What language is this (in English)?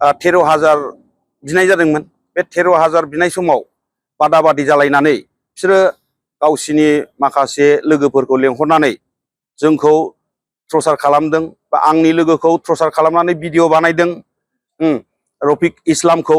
Bodo